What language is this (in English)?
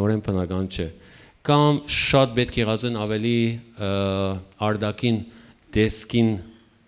Western Armenian